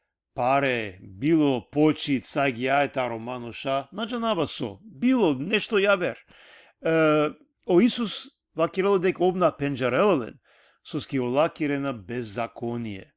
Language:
Balkan Romani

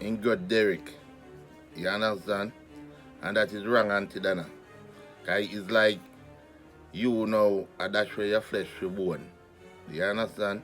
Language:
Jamaican Creole English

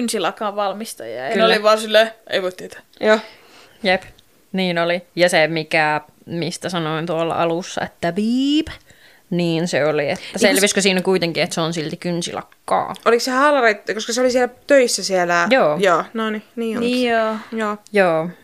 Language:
Finnish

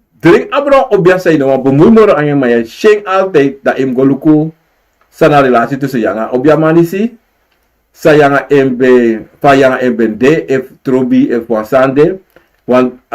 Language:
Sranan Tongo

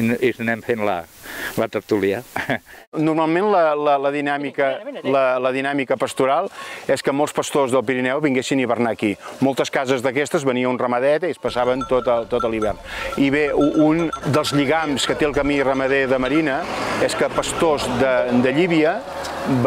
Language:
Catalan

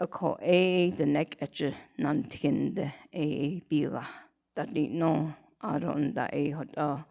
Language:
Navajo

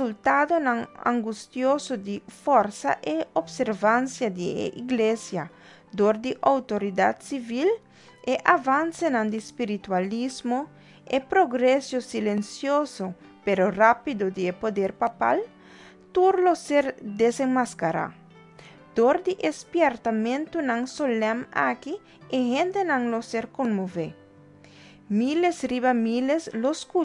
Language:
Papiamento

